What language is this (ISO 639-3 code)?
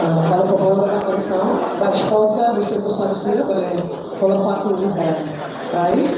tet